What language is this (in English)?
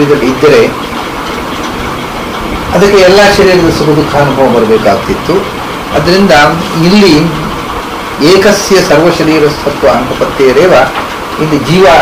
Kannada